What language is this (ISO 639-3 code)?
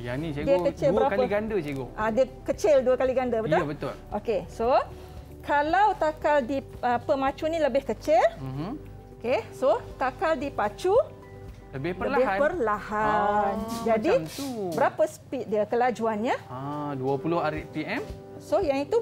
msa